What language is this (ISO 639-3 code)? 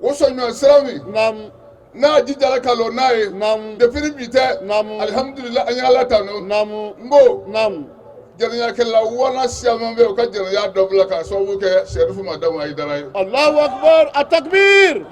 bam